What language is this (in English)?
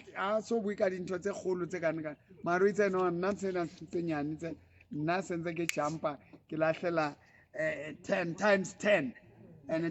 Southern Sotho